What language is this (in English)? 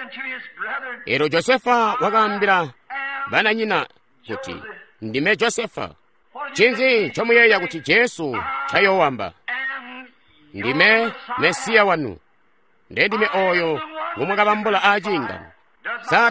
Tonga (Zambia)